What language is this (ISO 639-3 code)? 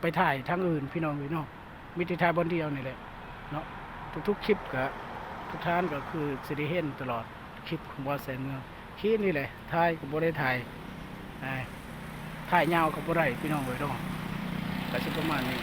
lao